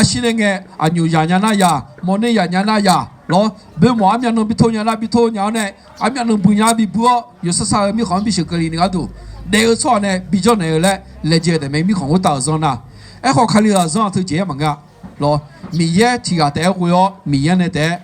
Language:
Akha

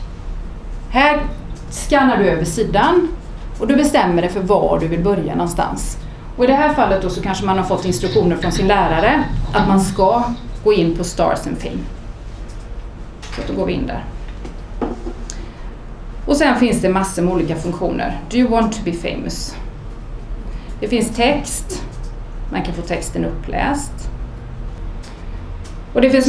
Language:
Swedish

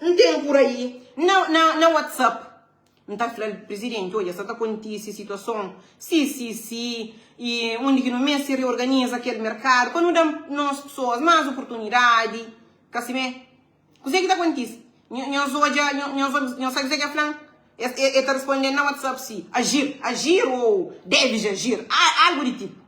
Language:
Kabuverdianu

